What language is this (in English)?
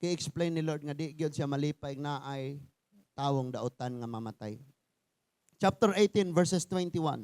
Cebuano